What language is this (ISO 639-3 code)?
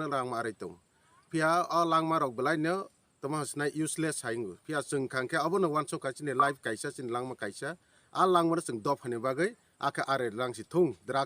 trp